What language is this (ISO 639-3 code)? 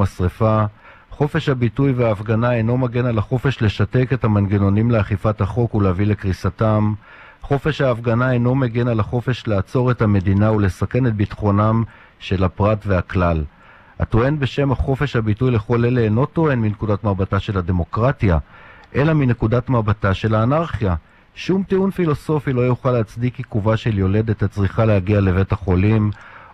heb